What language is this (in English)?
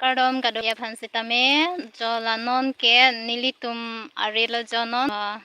Karbi